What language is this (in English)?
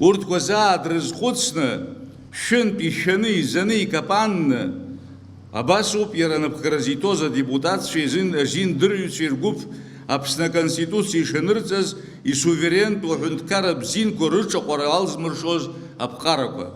Abkhazian